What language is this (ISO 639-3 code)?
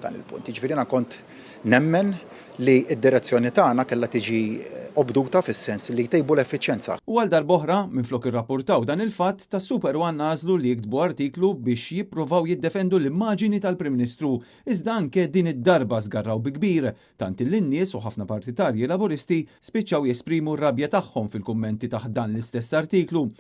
mlt